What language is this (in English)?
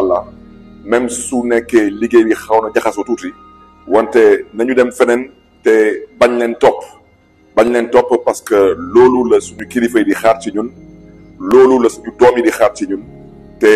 Wolof